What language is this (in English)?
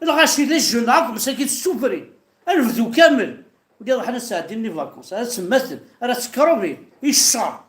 Kabyle